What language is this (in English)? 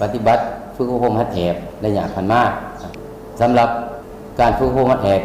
Lao